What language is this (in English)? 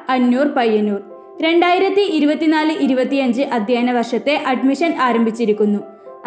Malayalam